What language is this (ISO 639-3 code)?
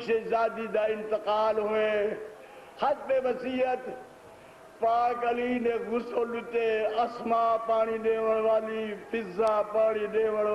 skr